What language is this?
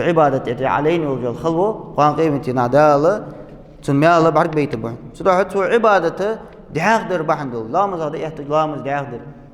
Ingush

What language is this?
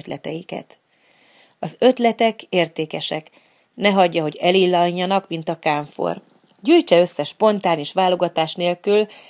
Hungarian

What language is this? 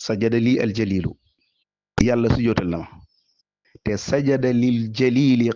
Wolof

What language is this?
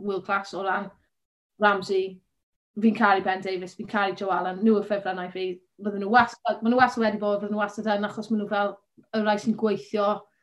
Welsh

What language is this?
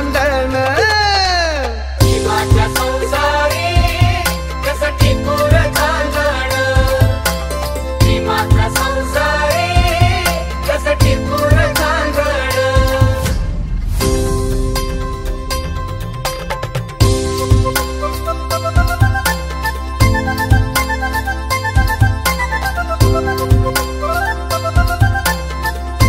Marathi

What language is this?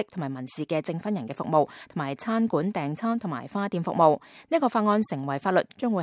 Cantonese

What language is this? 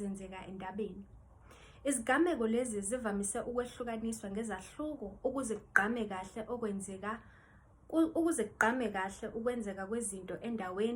Zulu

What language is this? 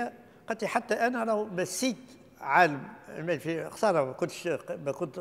Tunisian Arabic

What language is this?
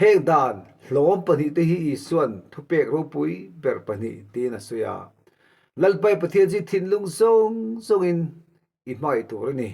Mizo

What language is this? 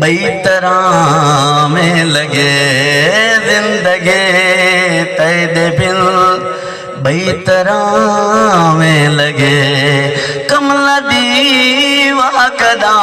Saraiki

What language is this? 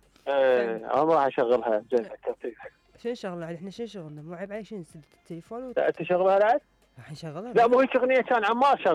Mesopotamian Arabic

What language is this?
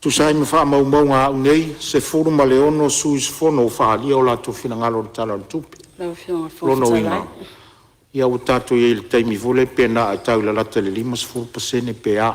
Samoan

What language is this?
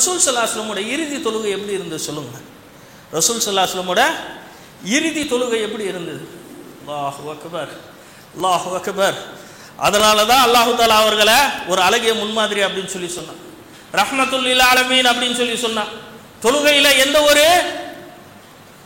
Tamil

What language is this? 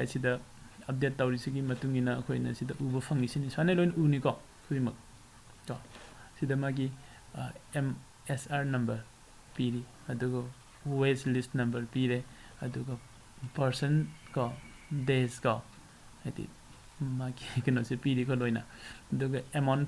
Manipuri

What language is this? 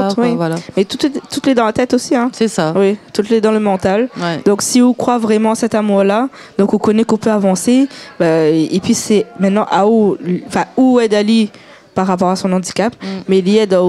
Réunion Creole French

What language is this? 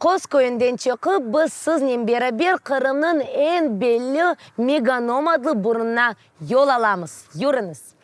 Crimean Tatar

